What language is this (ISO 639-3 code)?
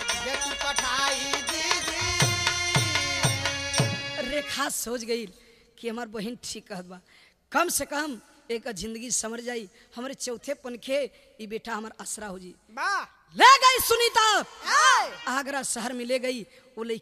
bho